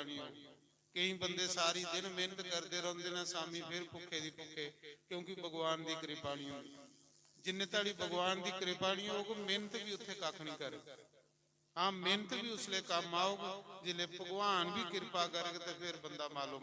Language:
Dogri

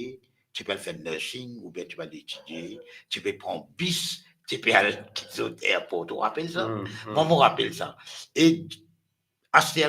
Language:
Morisyen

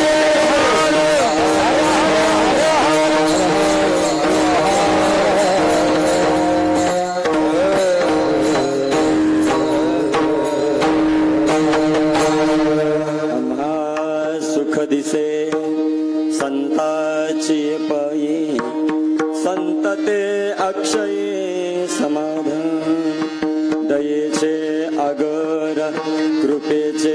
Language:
Marathi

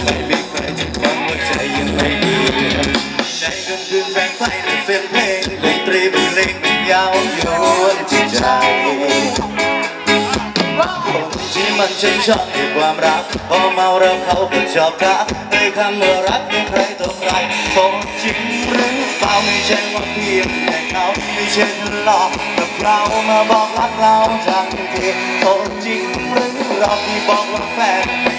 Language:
Thai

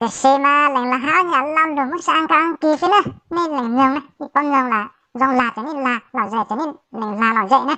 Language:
Hmong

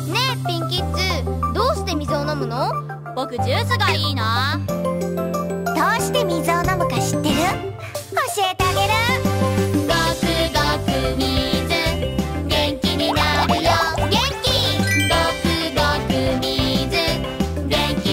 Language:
Japanese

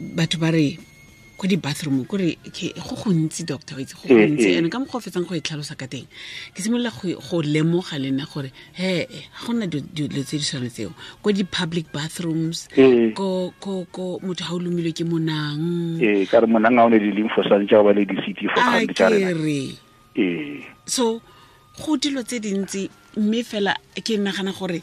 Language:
Tswana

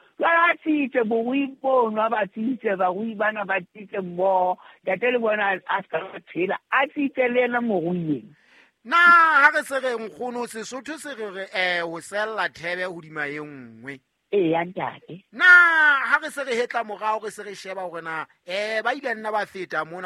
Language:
Southern Sotho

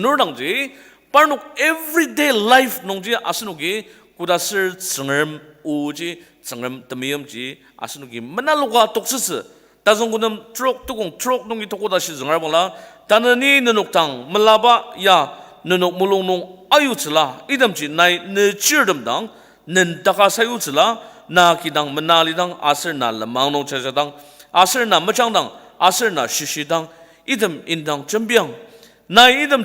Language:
Ao Naga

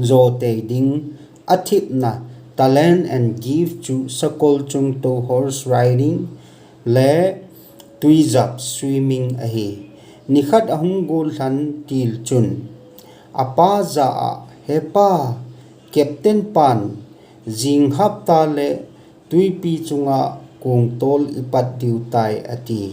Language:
Thado Chin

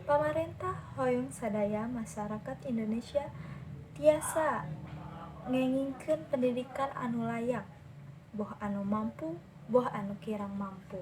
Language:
Sundanese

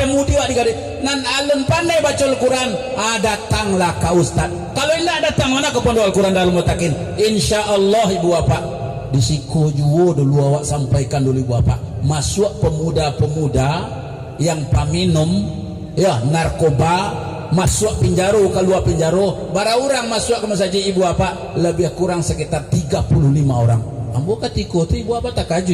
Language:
Minangkabau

